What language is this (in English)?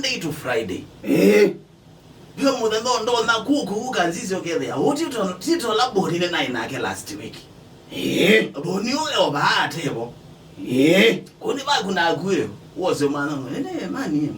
Kamba